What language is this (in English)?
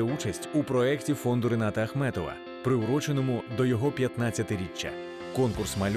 Ukrainian